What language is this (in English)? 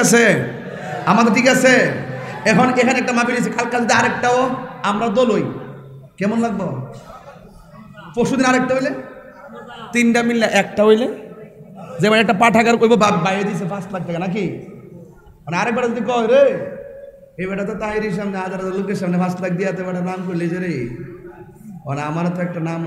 Bangla